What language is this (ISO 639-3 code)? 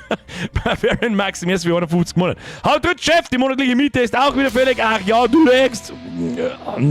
bar